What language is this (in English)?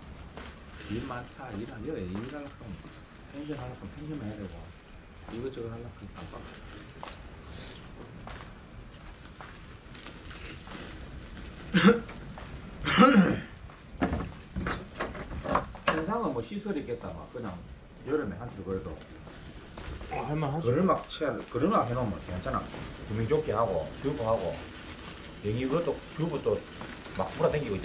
Korean